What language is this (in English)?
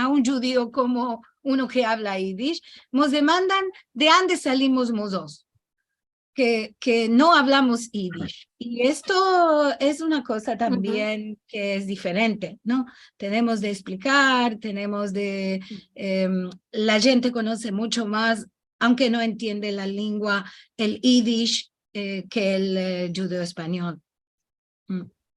Ladino